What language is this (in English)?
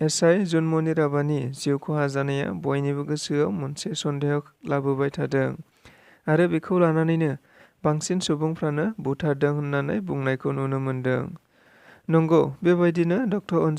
Bodo